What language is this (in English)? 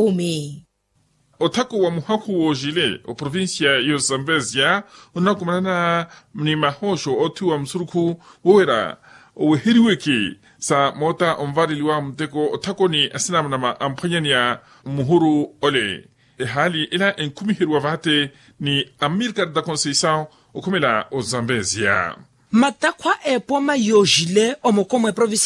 Makhuwa